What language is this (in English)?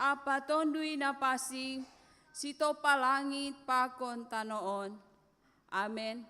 Batak Simalungun